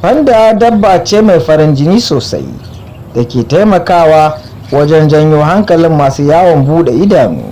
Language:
Hausa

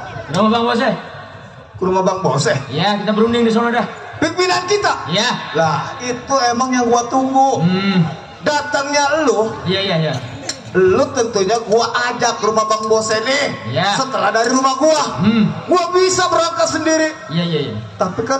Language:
Betawi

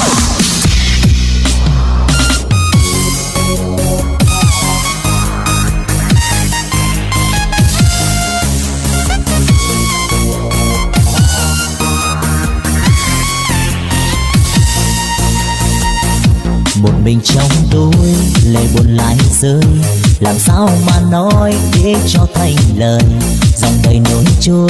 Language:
Vietnamese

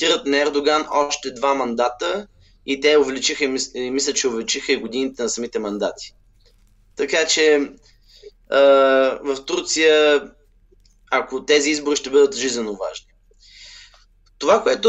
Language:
Bulgarian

